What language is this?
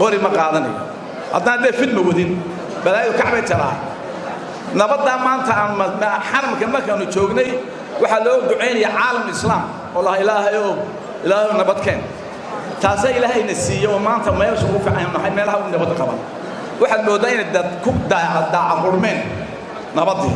Somali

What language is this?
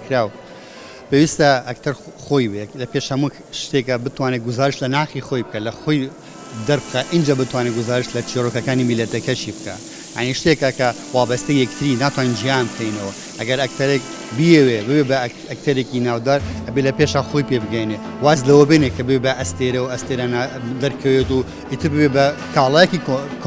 Kurdish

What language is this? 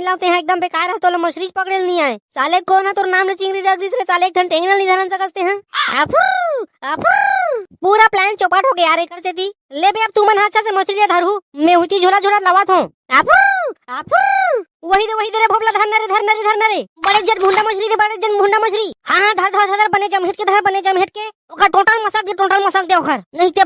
Chhattisgarhi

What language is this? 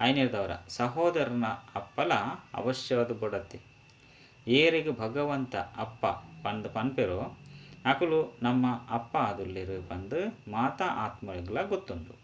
Tulu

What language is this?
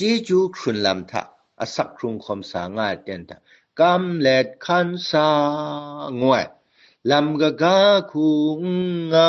Kachin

